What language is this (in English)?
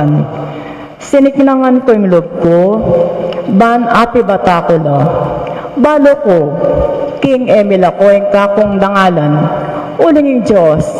Pampanga